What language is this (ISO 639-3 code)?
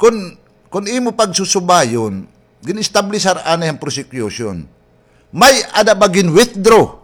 war